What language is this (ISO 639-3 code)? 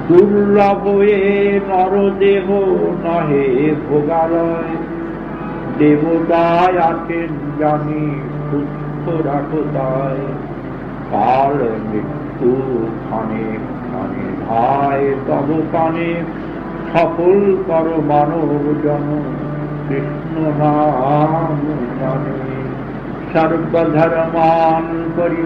ben